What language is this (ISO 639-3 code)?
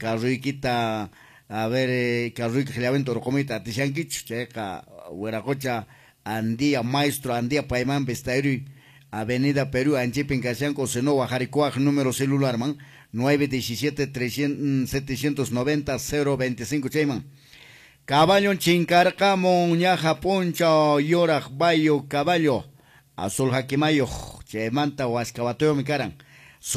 que